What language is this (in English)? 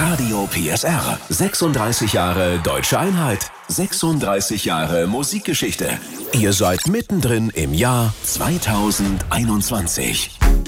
German